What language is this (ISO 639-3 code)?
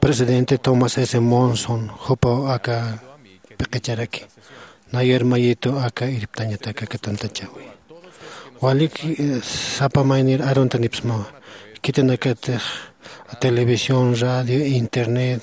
aym